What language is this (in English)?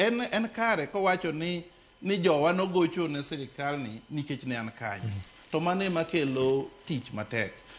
Luo (Kenya and Tanzania)